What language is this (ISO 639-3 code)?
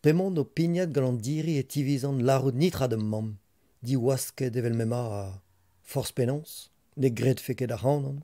bre